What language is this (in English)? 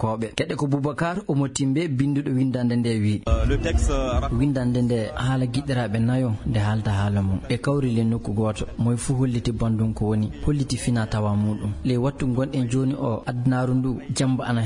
Fula